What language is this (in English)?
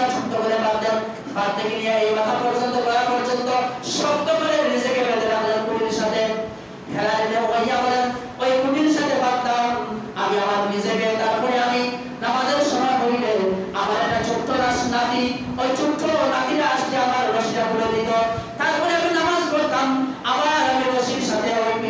Bangla